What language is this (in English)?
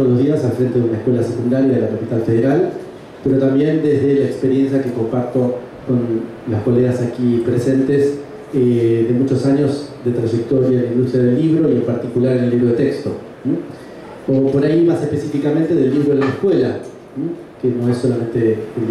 Spanish